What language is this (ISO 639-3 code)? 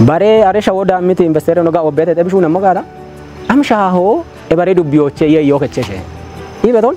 kbr